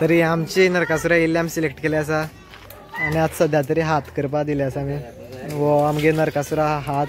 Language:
Konkani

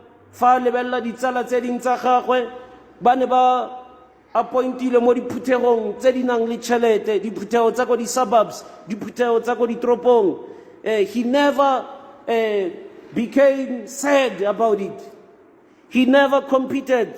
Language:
Tswana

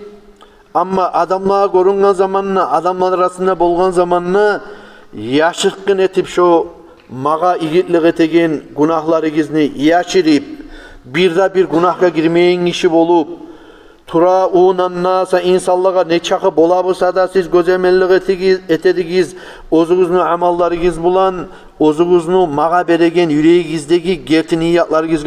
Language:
Kumyk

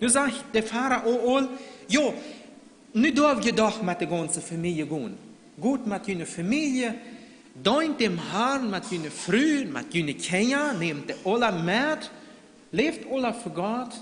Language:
Plautdietsch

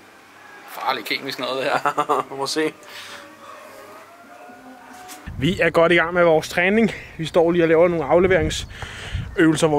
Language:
Danish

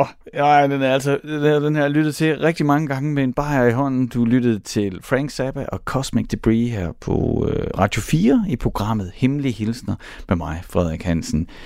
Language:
Danish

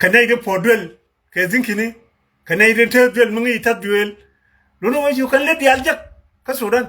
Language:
Nuer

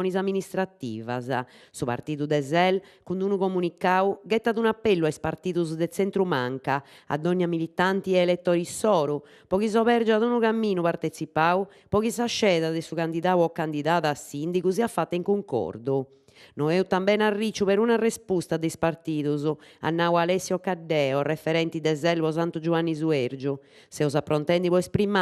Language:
Sardinian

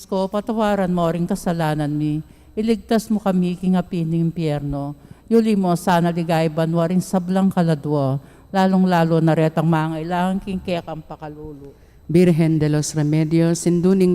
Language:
Pampanga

